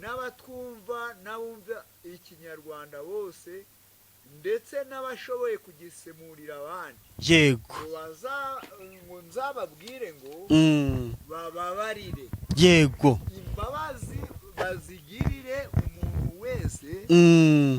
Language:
Kinyarwanda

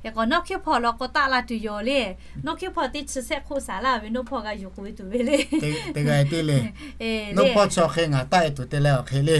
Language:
Lahu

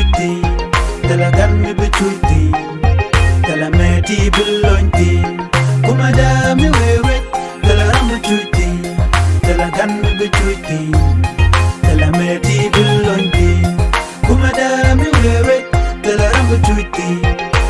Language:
Nuer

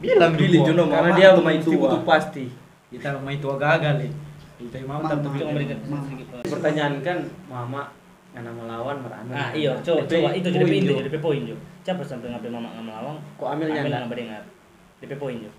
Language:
Manado Malay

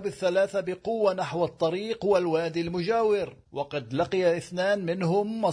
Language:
Arabic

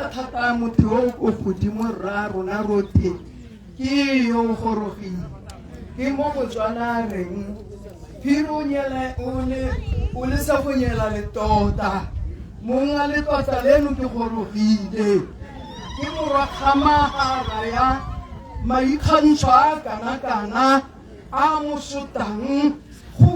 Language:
Tswana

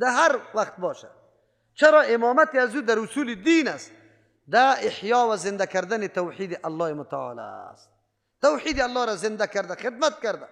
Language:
Persian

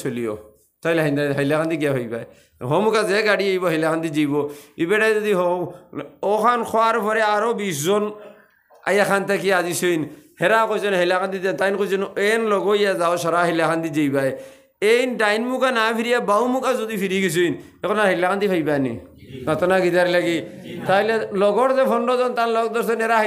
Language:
Sylheti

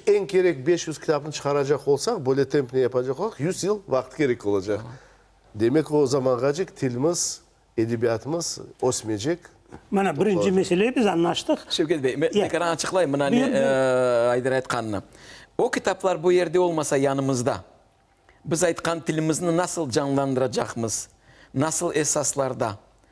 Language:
Crimean Tatar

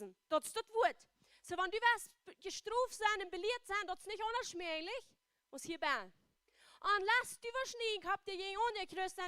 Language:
Plautdietsch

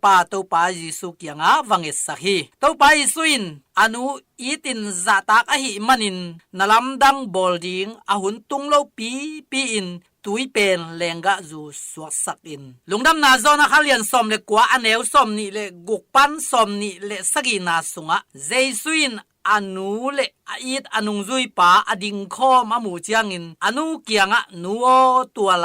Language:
Tedim Chin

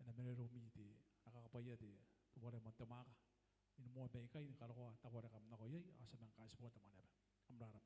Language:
Gilbertese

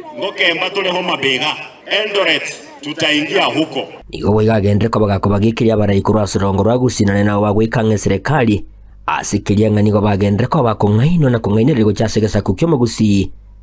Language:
Gusii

